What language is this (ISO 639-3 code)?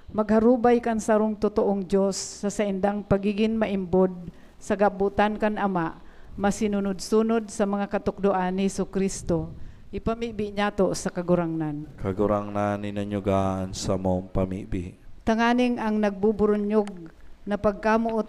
bik